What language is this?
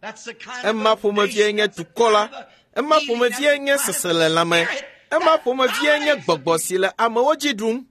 Ewe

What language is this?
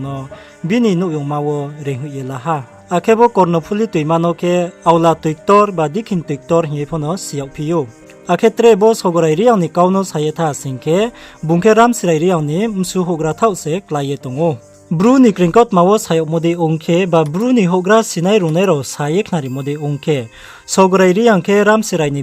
Riang (India)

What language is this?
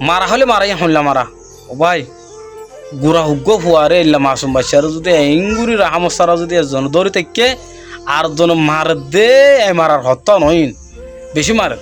Rohingya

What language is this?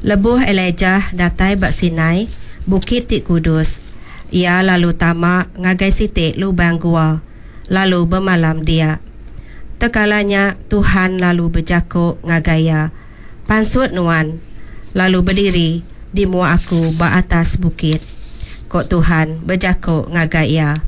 Iban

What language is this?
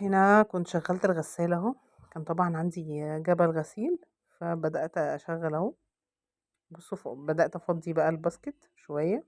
Egyptian Arabic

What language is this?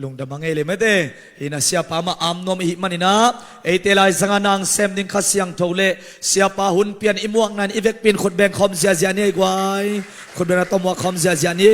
Tedim Chin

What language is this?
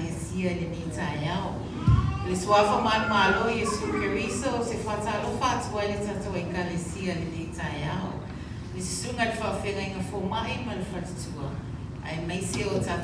Samoan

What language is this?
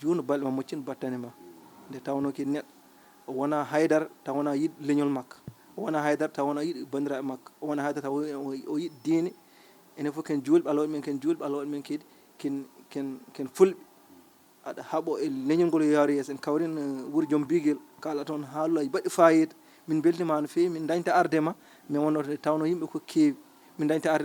Fula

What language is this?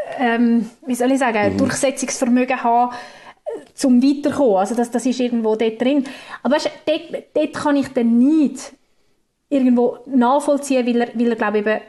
German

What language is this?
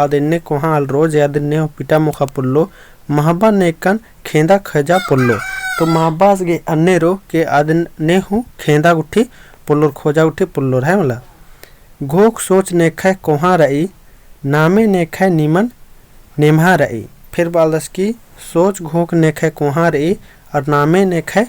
Kurukh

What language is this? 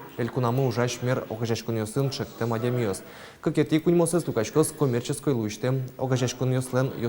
Udmurt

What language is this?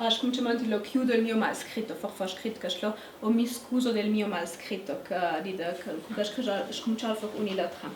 Ladin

